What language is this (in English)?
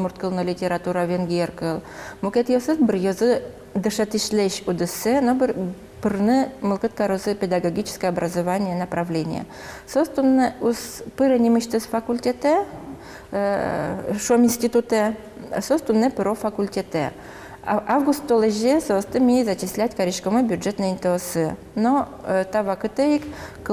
Udmurt